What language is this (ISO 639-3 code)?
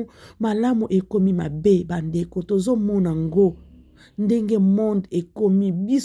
lin